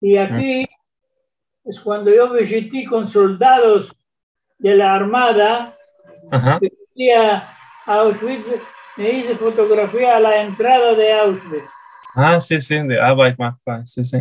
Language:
Ladino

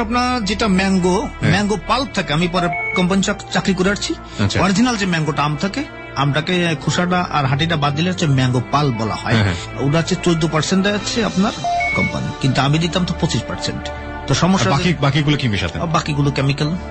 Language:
Bangla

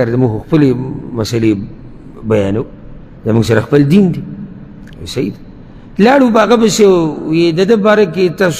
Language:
Pashto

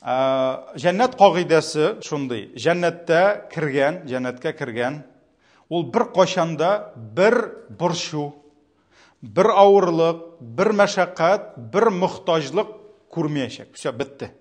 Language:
Tatar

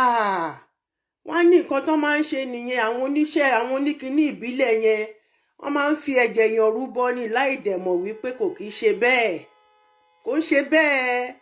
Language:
Yoruba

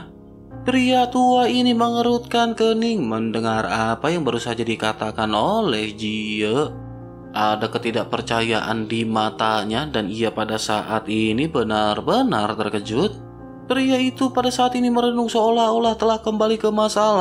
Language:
Indonesian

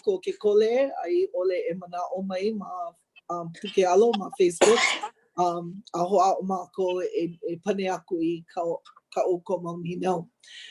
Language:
Hawaiian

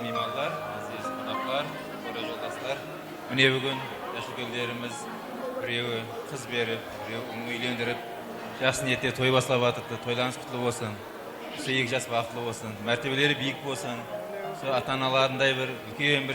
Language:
Kara-Kalpak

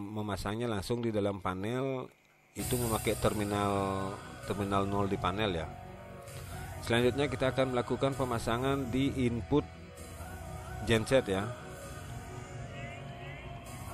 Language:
Indonesian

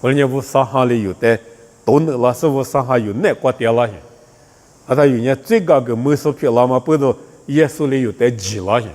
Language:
Lisu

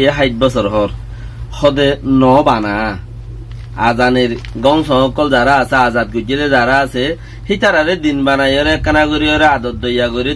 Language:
Rohingya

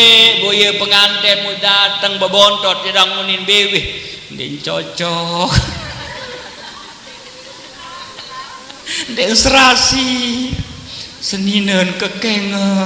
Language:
Sasak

